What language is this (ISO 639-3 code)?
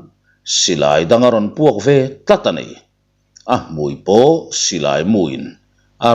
lus